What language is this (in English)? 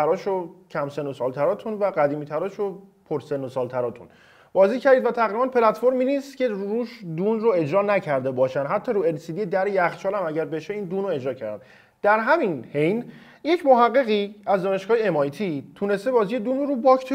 Persian